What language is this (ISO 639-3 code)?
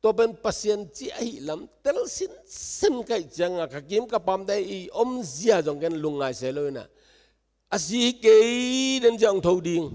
ctd